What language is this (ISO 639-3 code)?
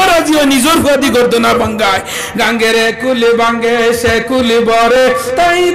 syl